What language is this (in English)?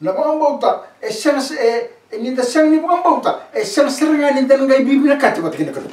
Fijian